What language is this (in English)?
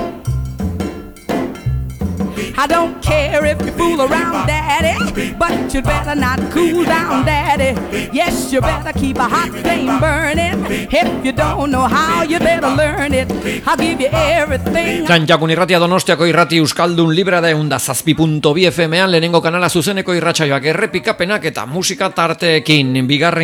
Basque